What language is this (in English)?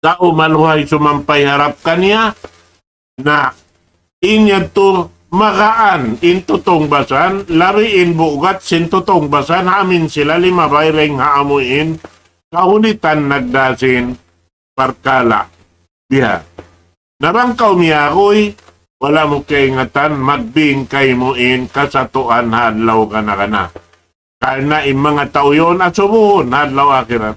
Tausug